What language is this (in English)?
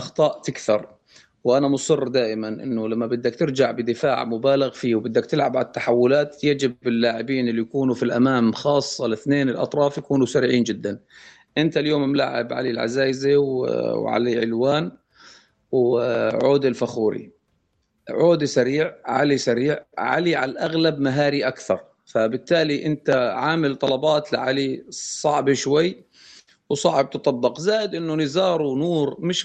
North Levantine Arabic